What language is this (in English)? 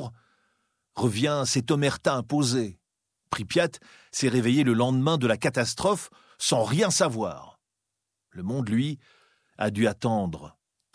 French